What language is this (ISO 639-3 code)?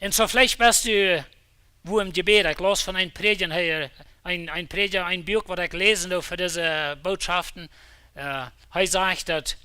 pdt